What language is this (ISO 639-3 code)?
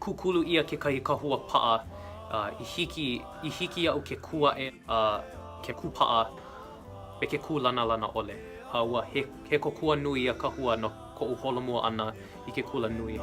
haw